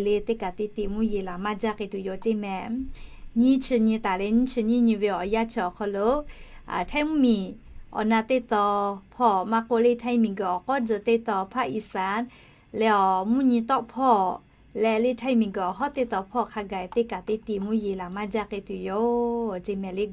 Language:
Lahu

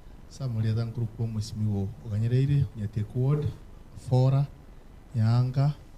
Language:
Gusii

